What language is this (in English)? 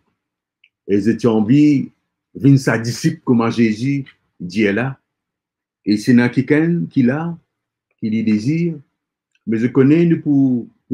Morisyen